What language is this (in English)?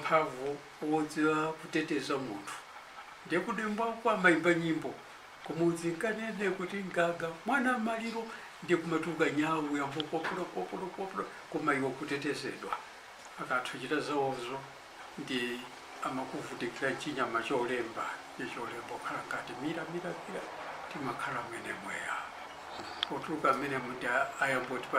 Nyanja